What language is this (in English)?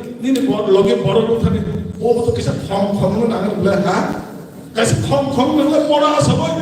Kok Borok